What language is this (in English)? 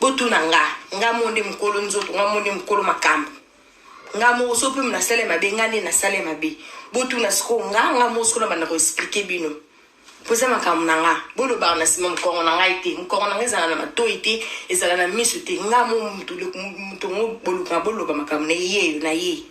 Lingala